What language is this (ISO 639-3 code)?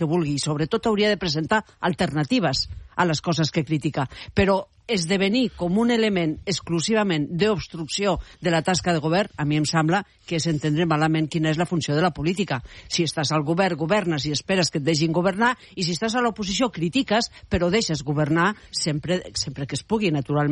cat